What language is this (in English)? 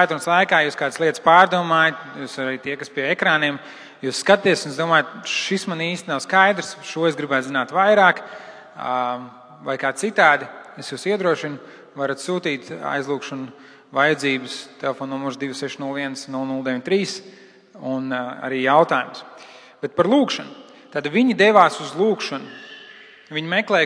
Latvian